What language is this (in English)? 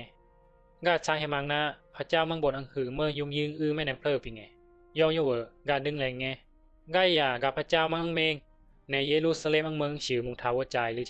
Bisu